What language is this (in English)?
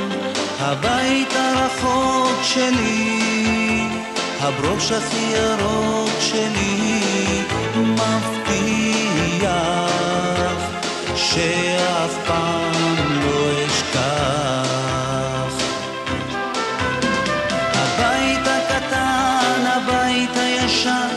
Hebrew